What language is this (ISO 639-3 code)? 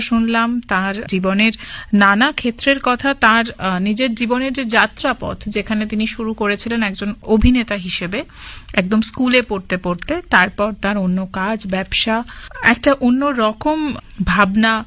ben